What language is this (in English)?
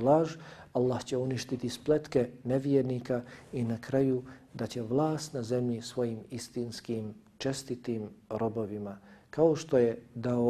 Bosnian